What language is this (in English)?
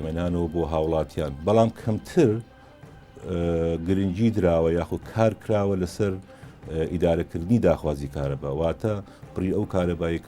Central Kurdish